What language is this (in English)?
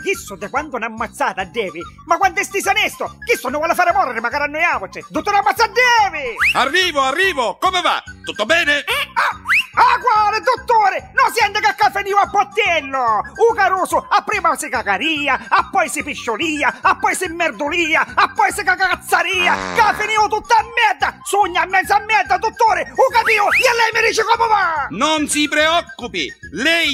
Neapolitan